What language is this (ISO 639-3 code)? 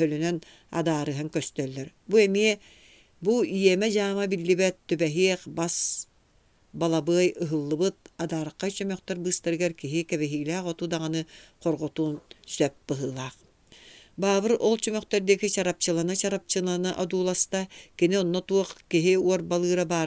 sah